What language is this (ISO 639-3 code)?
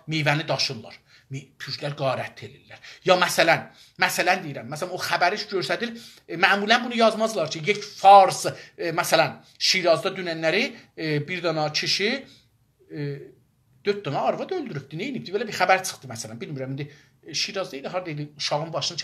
azb